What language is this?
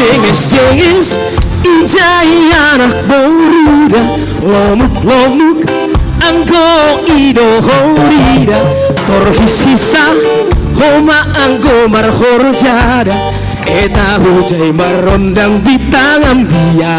Batak Simalungun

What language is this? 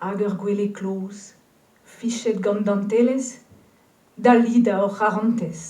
Breton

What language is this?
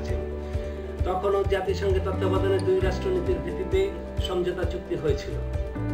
Bangla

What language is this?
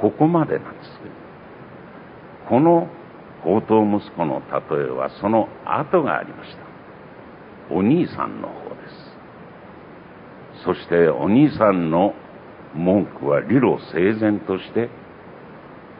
Japanese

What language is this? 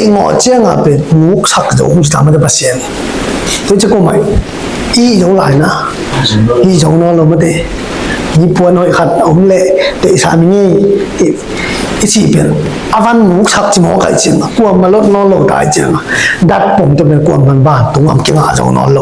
Tedim Chin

